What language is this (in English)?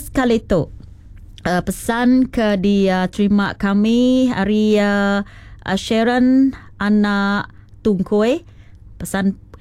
Iban